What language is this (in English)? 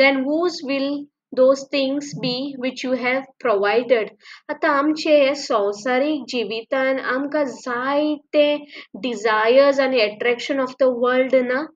Konkani